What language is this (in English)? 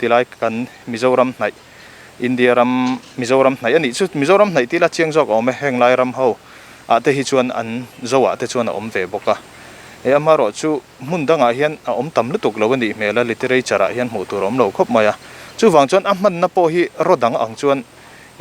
Mizo